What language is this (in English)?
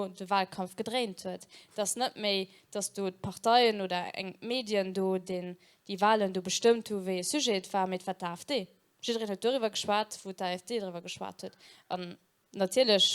Luxembourgish